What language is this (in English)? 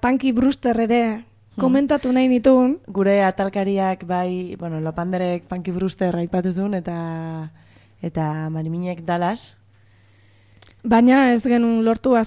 Basque